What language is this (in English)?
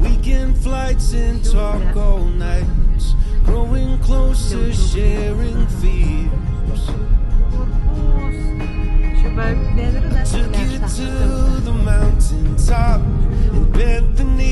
Yakut